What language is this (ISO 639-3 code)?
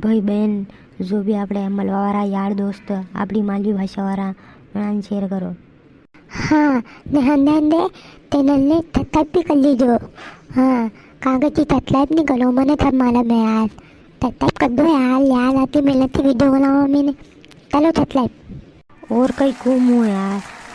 raj